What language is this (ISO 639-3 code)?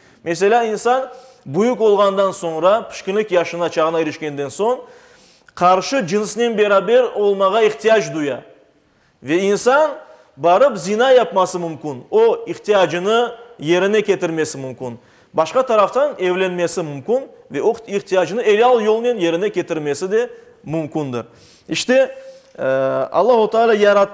crh